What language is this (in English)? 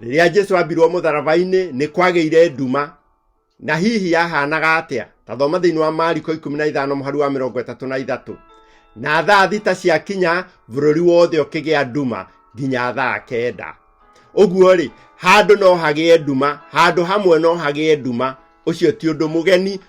Kikuyu